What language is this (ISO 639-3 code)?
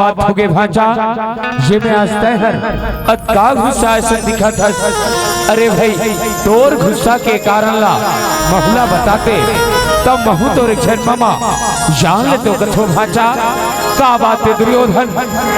hne